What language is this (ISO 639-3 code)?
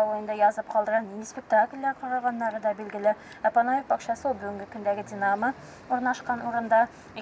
tat